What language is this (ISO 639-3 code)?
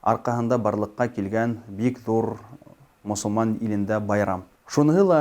bak